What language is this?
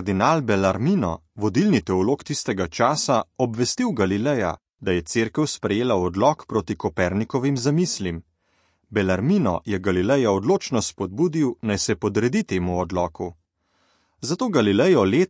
Slovenian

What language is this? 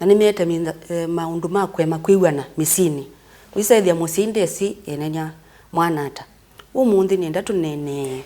Kamba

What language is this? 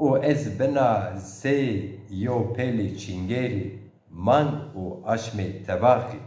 Zaza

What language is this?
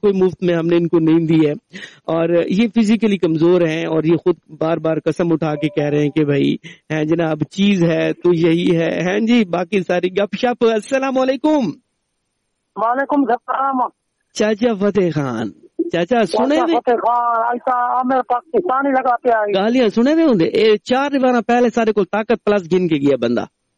Urdu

